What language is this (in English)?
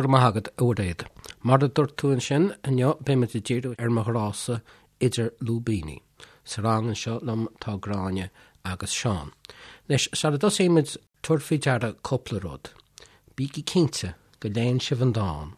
Irish